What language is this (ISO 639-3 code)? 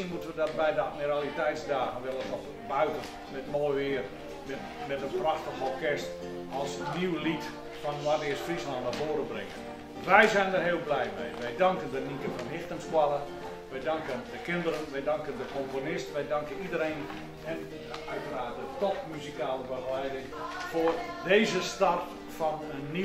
fry